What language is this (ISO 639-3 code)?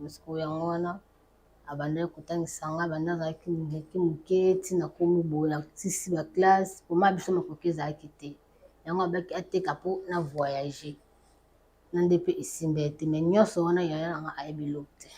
lin